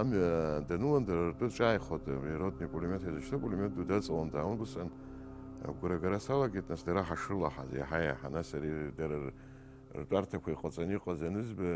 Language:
Abkhazian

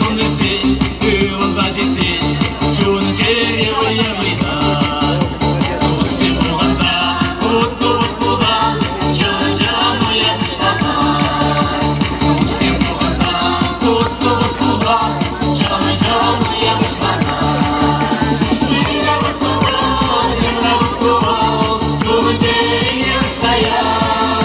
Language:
Chuvash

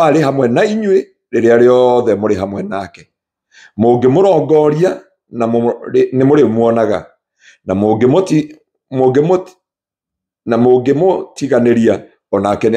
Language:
Kikuyu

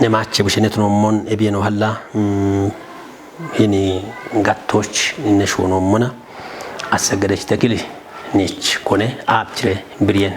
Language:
Kafa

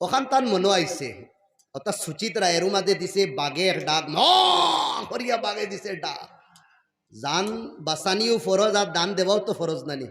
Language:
Sylheti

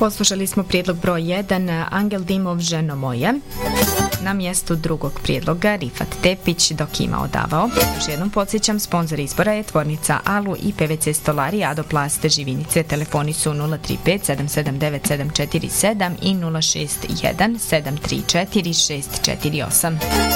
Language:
Bosnian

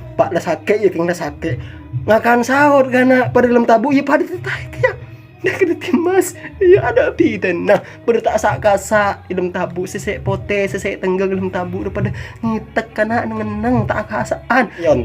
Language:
Madurese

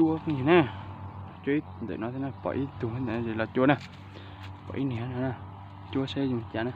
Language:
Hmong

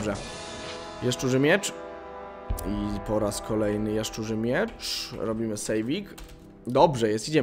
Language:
Polish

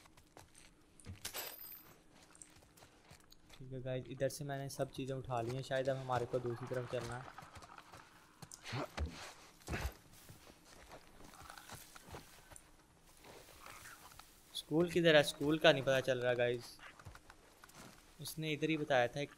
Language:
Hindi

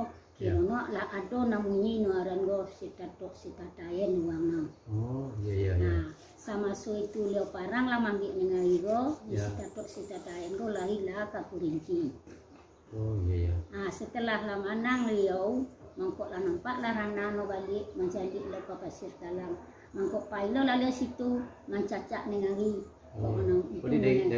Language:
Minangkabau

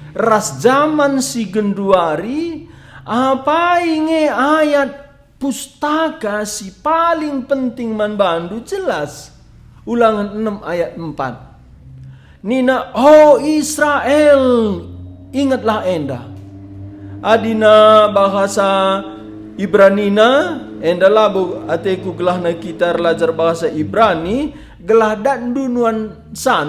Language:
Batak Karo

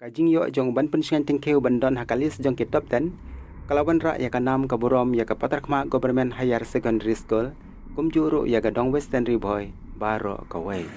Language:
Khasi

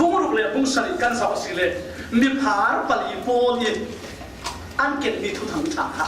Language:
Falam Chin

